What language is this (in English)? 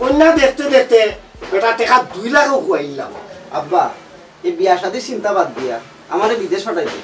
Sylheti